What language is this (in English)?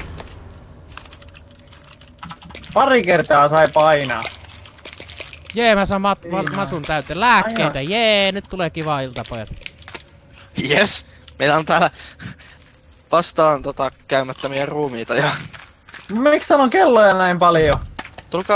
Finnish